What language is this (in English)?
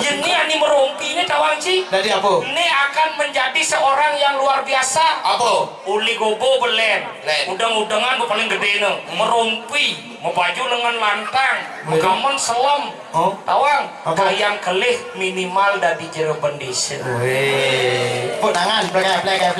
Balinese